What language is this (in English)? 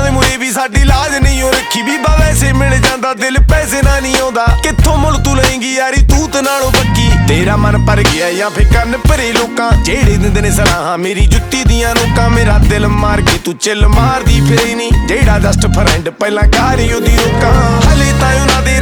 Punjabi